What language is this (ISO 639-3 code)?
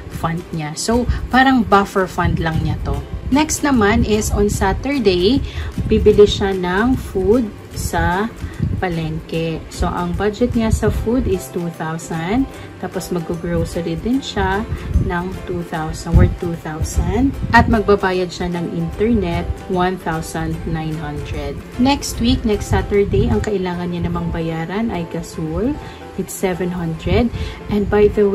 fil